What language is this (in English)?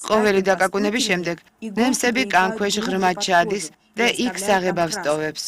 Georgian